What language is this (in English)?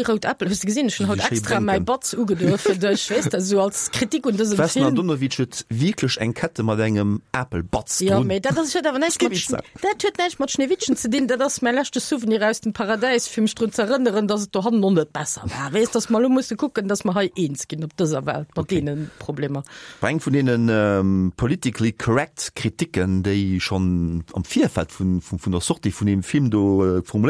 Luxembourgish